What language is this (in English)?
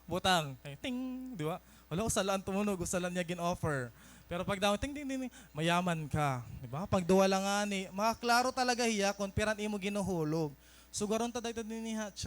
Waray